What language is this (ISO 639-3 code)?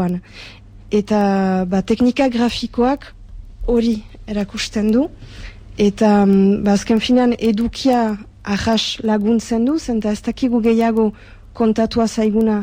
eus